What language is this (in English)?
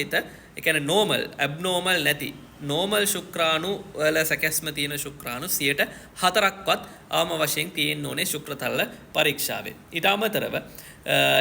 Sinhala